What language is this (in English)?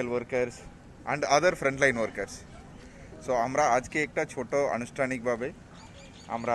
Bangla